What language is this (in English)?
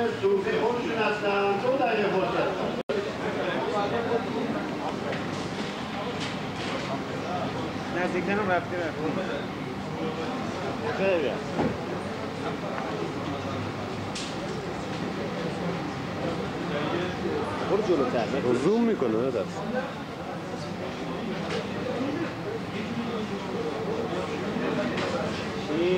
Persian